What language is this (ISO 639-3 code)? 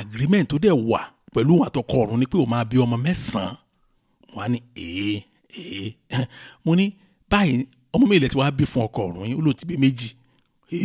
yor